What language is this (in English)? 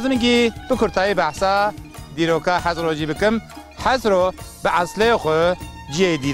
Kurdish